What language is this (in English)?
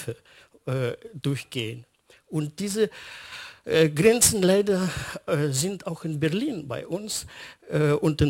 German